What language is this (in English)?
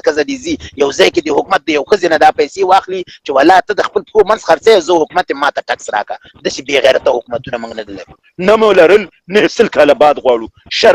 Pashto